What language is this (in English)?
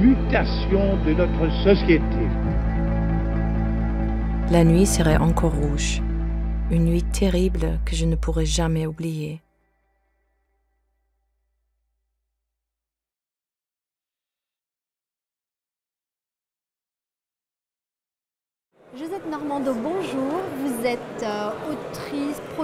French